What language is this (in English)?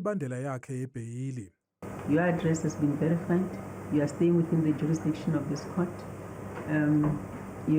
Zulu